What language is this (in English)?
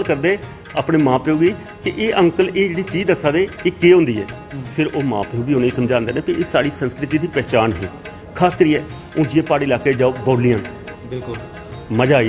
Dogri